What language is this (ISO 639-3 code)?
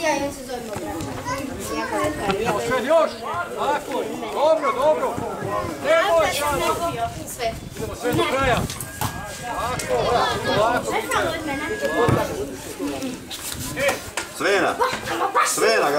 hrv